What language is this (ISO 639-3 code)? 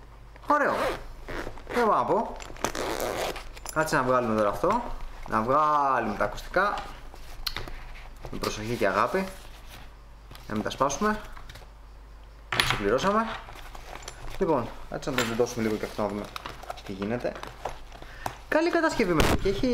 ell